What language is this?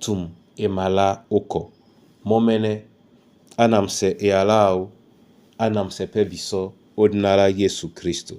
Duala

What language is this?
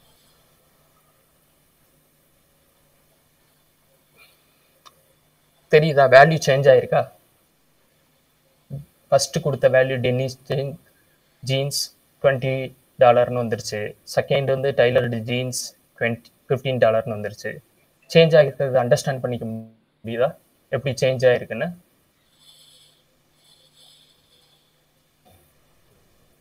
Tamil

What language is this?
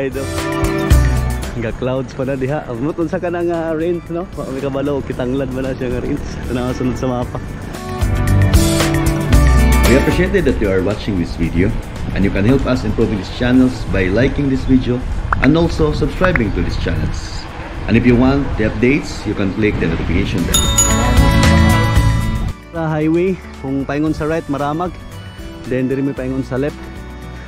Cebuano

